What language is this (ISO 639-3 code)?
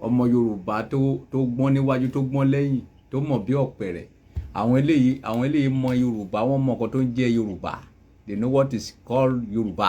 yor